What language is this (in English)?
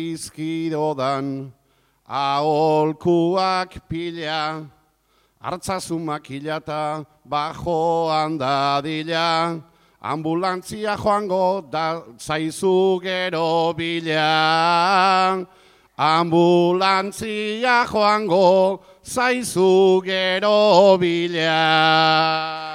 Basque